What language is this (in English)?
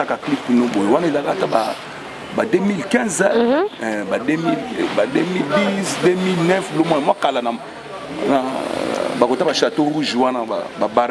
Lingala